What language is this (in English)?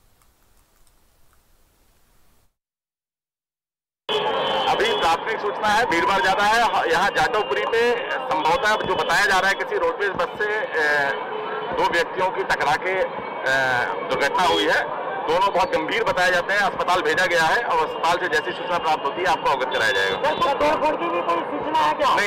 Hindi